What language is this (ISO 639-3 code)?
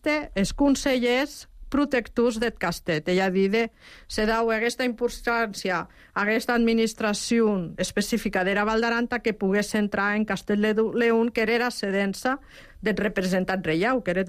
cat